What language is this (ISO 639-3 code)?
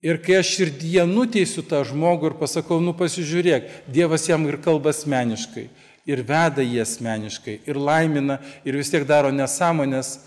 lit